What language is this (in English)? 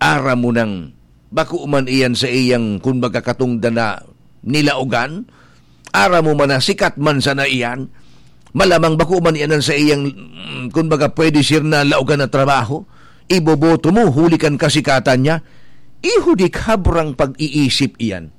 Bikol